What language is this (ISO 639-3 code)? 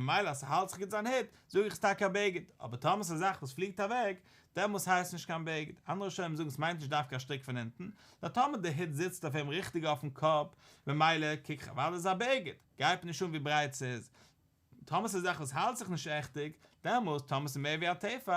yid